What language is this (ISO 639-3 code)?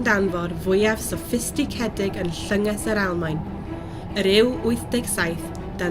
cym